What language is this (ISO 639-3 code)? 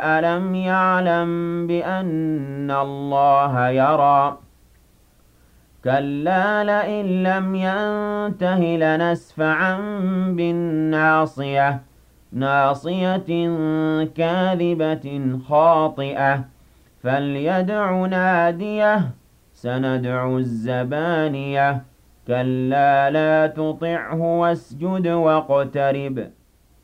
ara